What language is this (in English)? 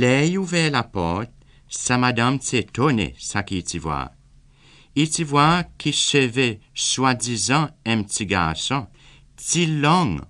Seselwa Creole French